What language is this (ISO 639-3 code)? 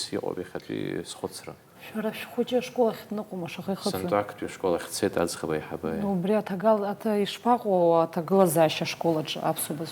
abk